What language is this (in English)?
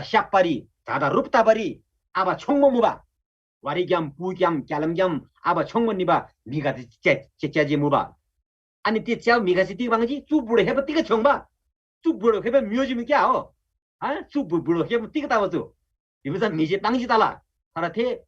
Eastern Tamang